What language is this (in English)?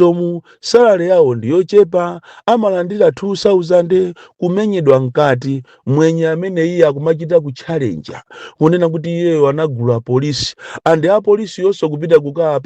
Nyanja